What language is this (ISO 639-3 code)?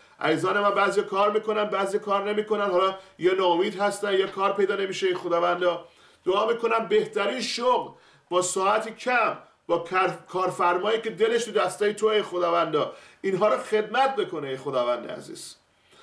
fas